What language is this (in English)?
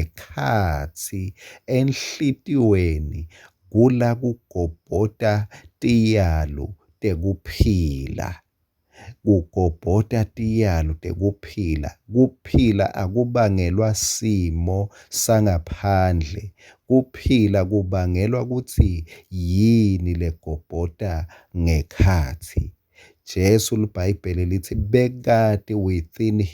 Swati